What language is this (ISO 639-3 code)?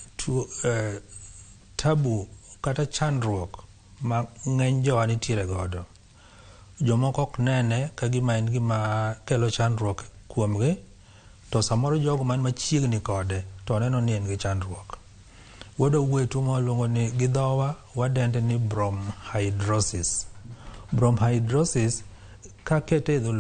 luo